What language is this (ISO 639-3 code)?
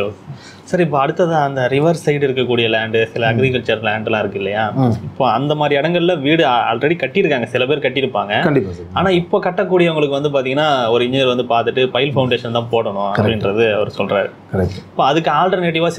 tam